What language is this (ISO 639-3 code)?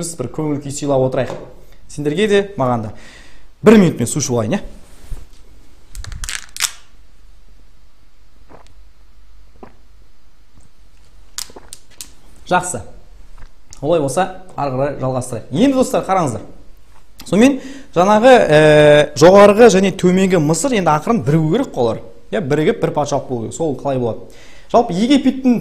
kaz